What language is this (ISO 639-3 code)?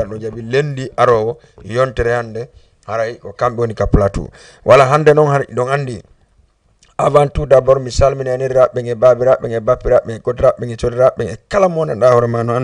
ful